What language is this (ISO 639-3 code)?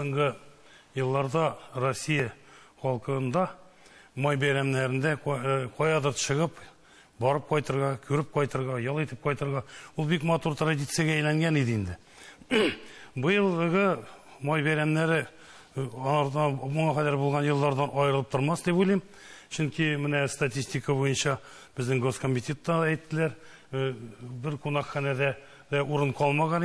tat